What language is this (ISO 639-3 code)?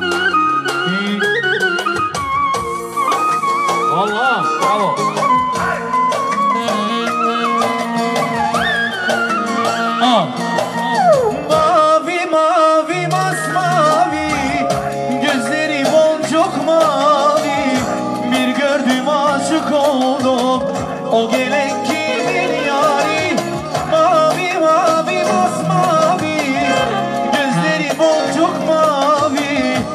tur